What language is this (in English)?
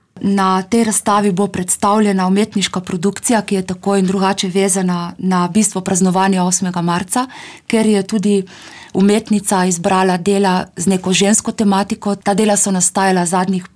Slovenian